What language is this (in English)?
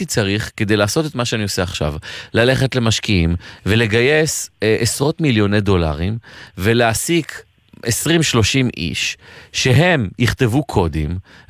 Hebrew